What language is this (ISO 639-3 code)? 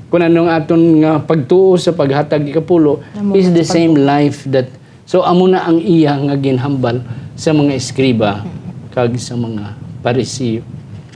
hil